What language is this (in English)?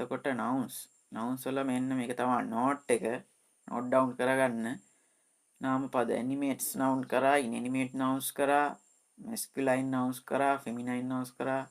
Sinhala